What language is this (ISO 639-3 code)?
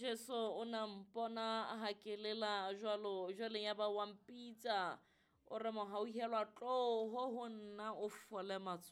sot